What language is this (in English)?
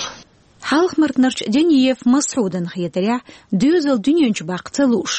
Chechen